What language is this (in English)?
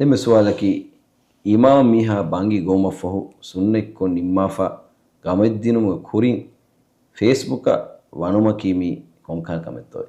Divehi